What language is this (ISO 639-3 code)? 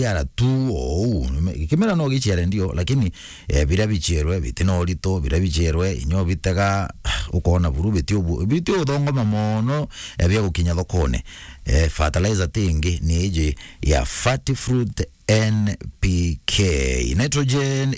mer